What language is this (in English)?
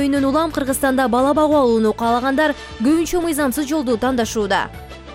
Kyrgyz